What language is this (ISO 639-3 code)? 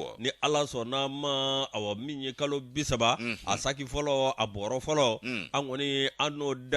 bam